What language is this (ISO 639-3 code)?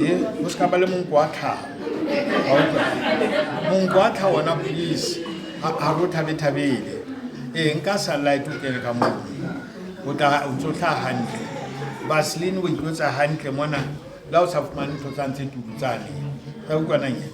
sot